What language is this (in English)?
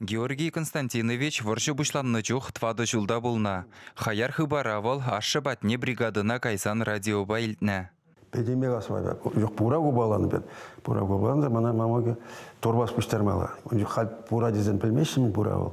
Chuvash